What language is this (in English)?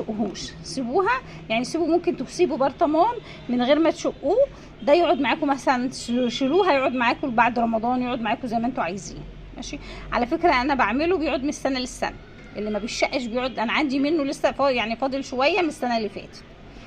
Egyptian Arabic